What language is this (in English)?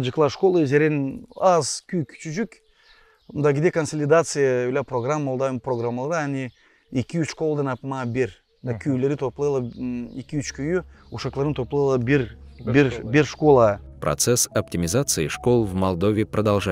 Gagauz